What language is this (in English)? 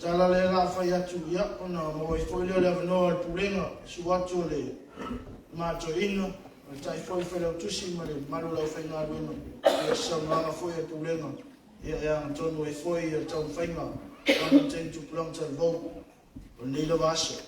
Samoan